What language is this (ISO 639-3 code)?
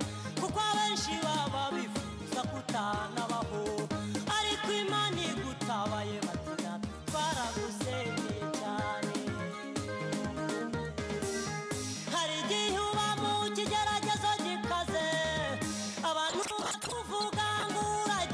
kin